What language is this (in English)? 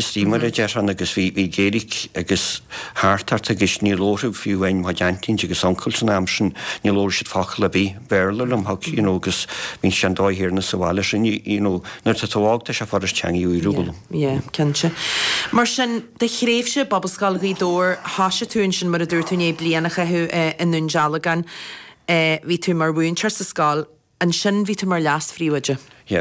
Irish